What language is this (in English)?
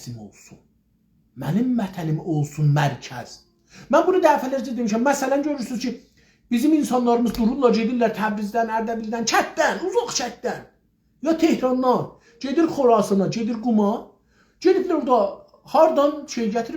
South Azerbaijani